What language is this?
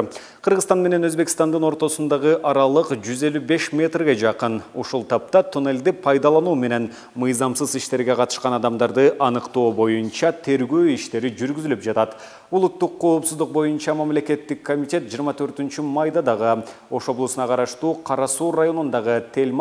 Kyrgyz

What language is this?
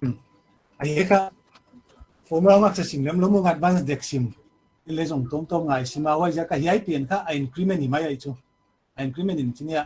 Paite Chin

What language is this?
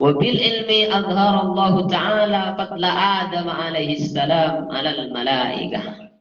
Madurese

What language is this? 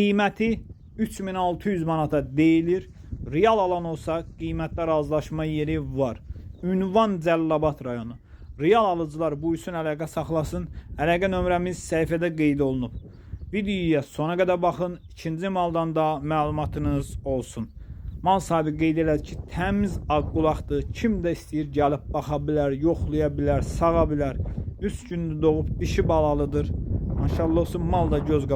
Azerbaijani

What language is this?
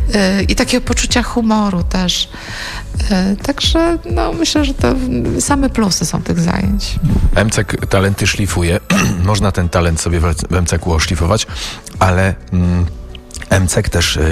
Polish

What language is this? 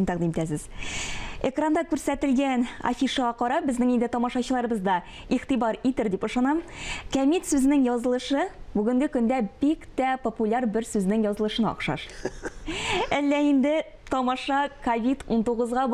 Tatar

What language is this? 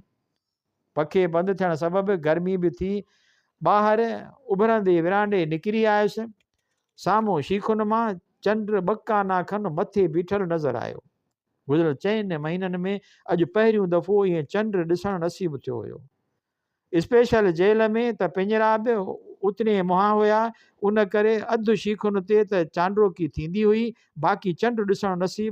Sindhi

